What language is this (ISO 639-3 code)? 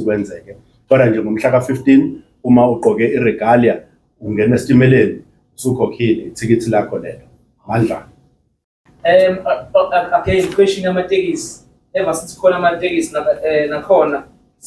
zul